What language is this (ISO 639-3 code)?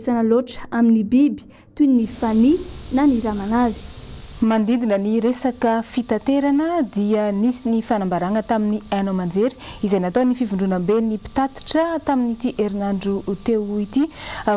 mlg